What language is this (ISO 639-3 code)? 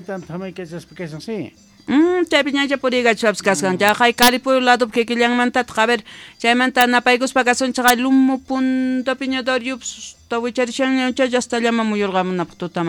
quh